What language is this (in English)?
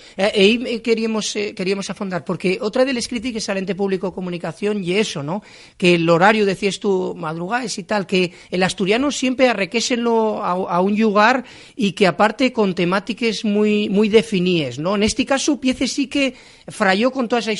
Asturian